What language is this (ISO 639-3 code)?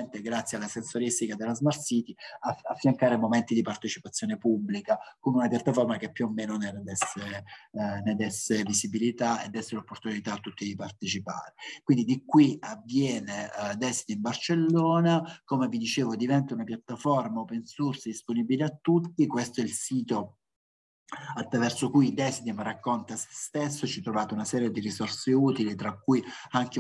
ita